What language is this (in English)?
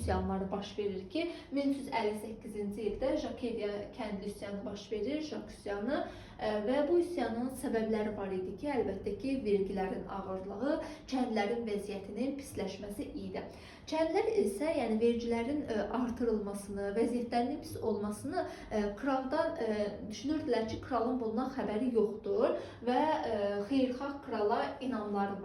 Azerbaijani